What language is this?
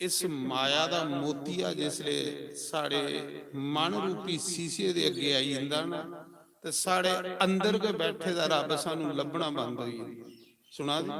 Dogri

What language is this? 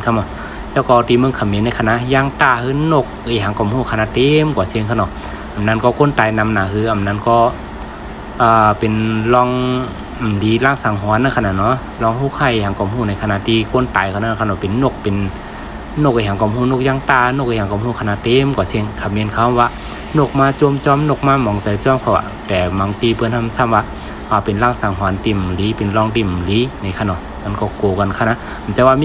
Shan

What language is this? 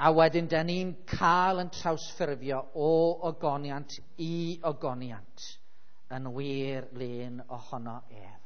Welsh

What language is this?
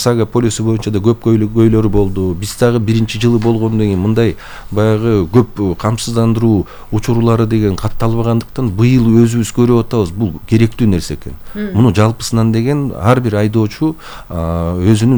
Kyrgyz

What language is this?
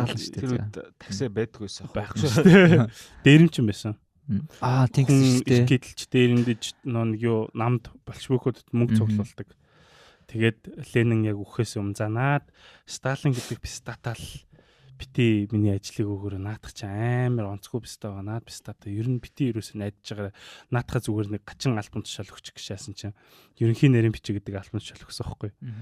Mongolian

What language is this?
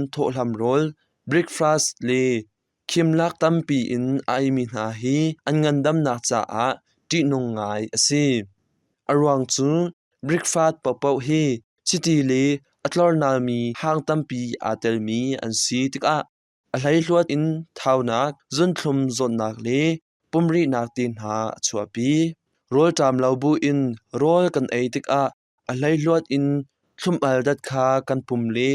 Hakha Chin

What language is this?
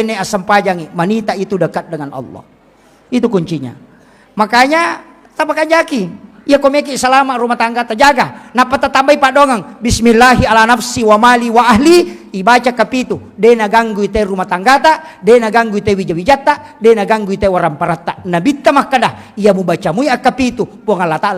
Buginese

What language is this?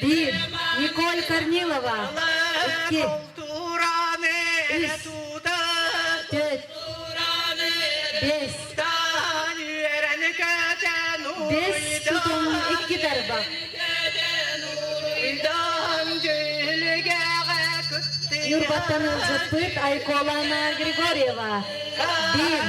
Yakut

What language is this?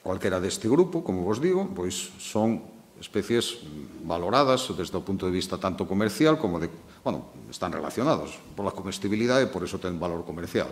Galician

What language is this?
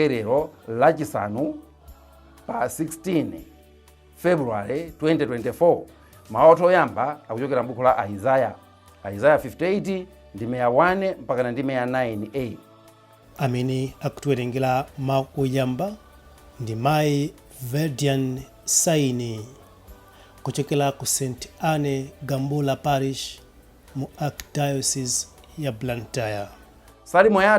Nyanja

